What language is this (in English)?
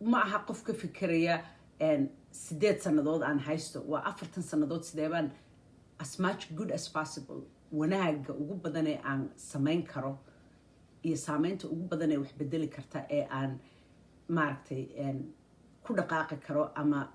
Somali